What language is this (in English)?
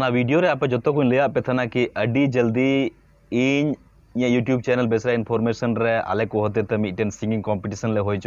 Santali